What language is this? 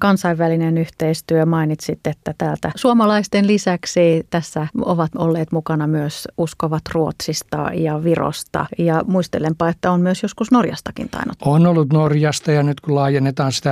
Finnish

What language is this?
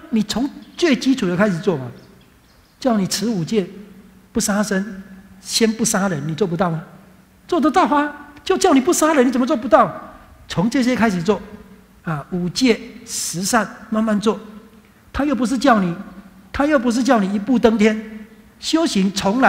Chinese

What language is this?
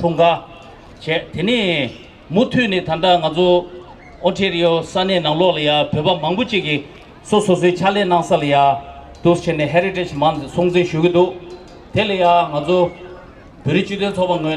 Tibetan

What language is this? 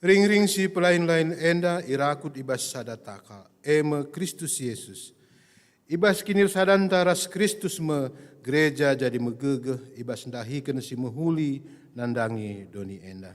Batak Karo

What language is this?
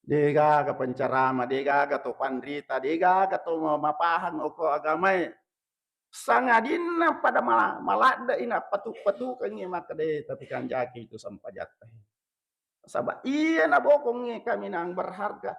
Buginese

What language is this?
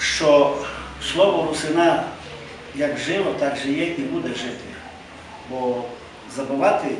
Rusyn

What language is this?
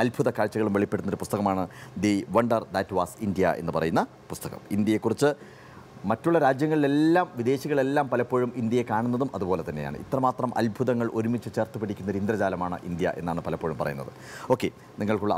Malayalam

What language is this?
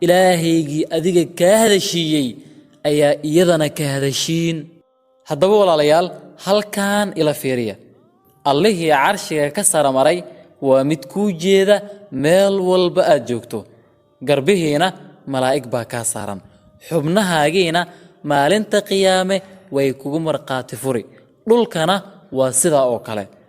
Somali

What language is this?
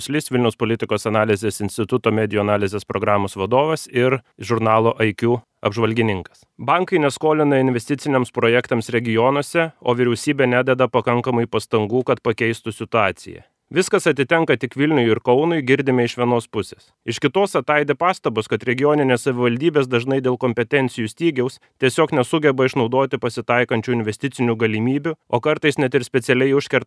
Lithuanian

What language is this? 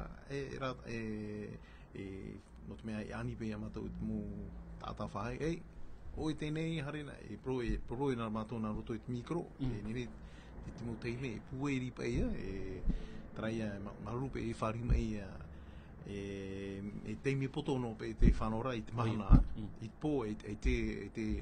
Tahitian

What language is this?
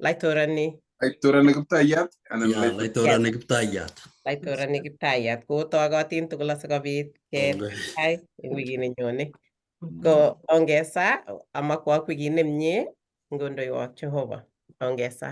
Kalenjin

